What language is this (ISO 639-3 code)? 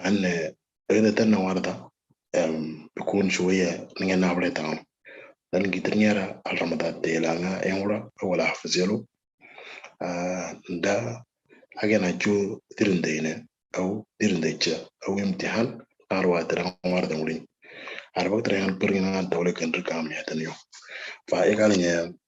mor